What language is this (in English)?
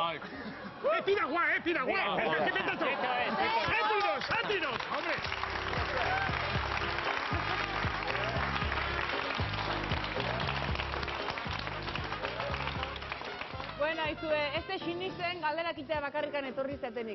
Basque